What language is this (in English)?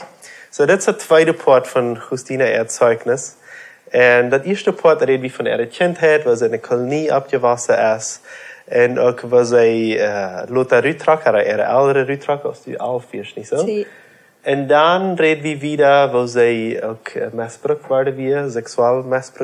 Plautdietsch